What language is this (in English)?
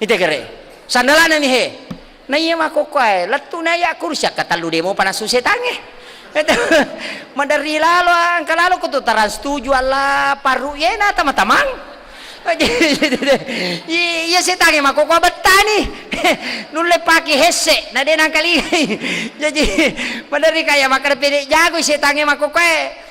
Buginese